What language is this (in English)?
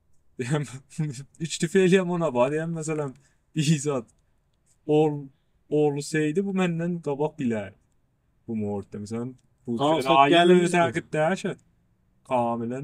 South Azerbaijani